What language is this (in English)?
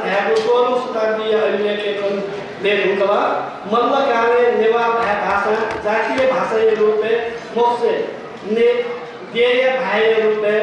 Newari